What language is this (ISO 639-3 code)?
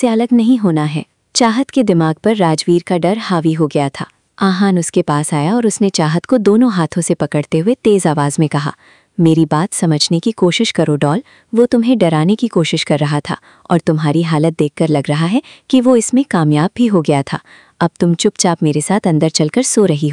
hin